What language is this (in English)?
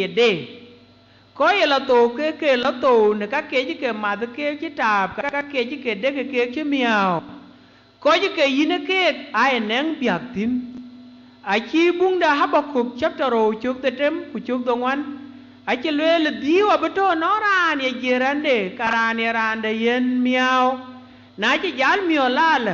Dinka